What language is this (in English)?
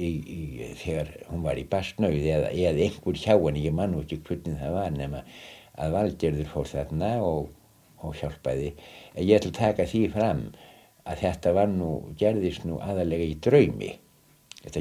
Icelandic